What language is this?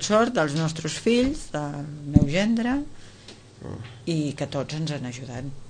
Catalan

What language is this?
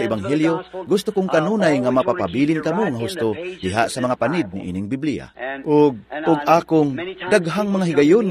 Cebuano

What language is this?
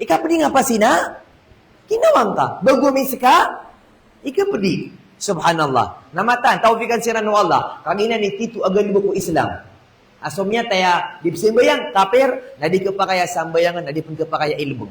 Maranao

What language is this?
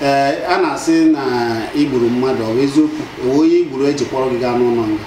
Igbo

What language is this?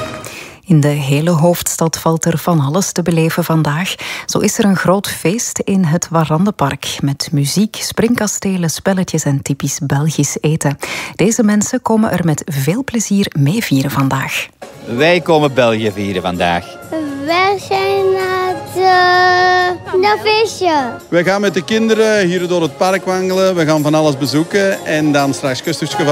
Dutch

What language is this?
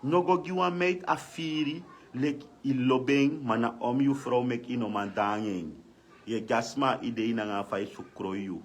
Sranan Tongo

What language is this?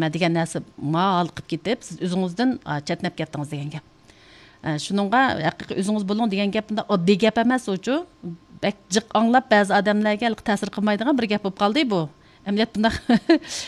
Uyghur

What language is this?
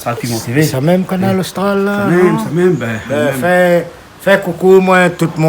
Réunion Creole French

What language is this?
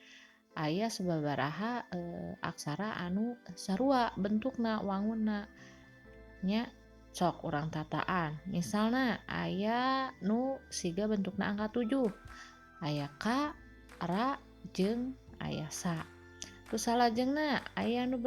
Sundanese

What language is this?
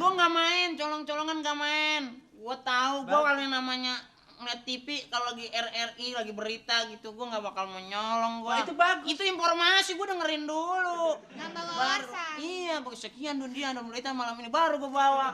Betawi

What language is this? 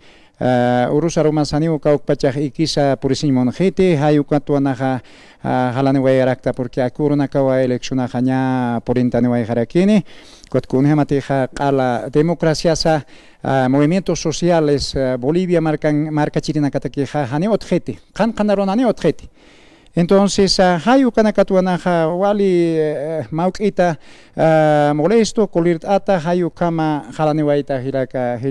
Aymara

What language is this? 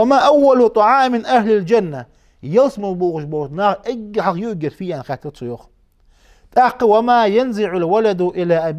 Ingush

